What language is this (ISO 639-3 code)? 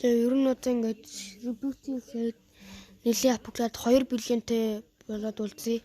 mon